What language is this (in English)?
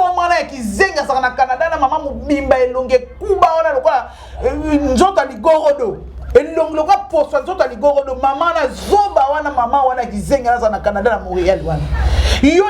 Lingala